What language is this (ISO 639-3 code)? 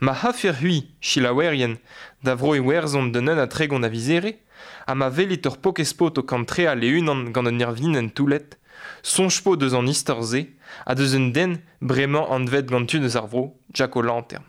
bre